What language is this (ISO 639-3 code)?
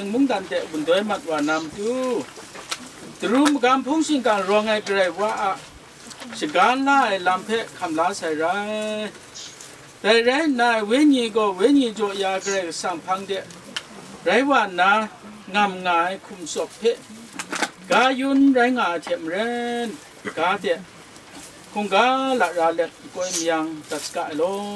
kac